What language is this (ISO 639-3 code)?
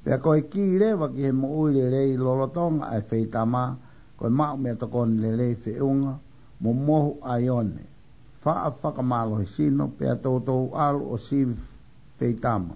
ton